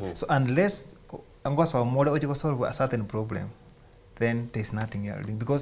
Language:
Gusii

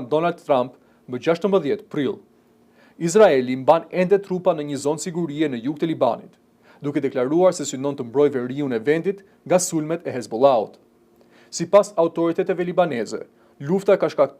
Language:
Albanian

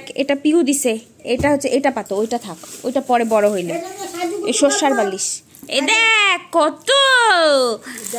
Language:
Bangla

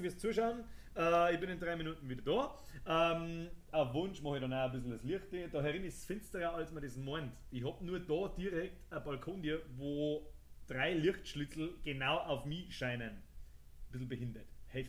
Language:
Bavarian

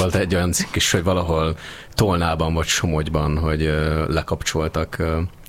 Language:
Hungarian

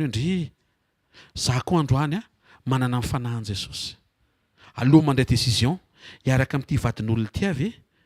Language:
Malagasy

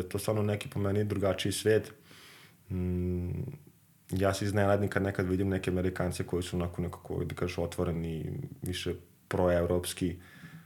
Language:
Serbian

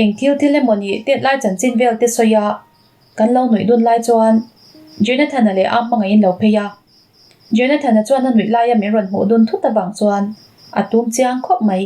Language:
Mizo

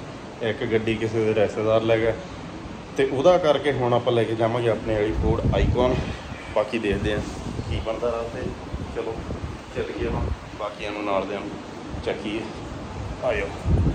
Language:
Punjabi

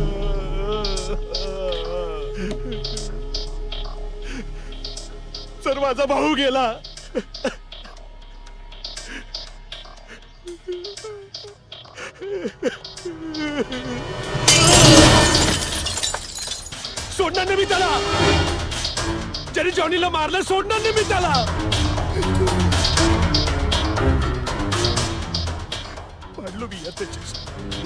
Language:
Marathi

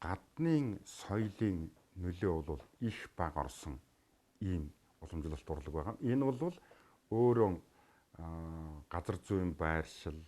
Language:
Mongolian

